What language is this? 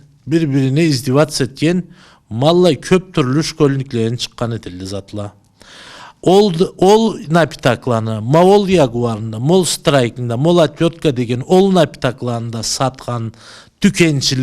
Karachay-Balkar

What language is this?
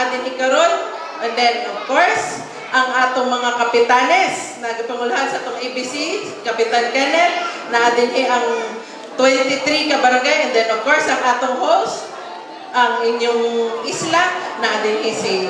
Cebuano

